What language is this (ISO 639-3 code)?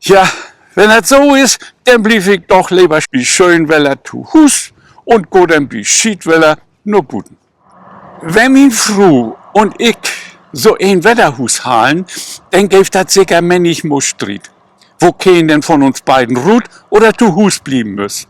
nds